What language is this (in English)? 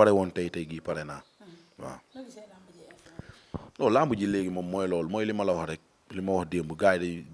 Wolof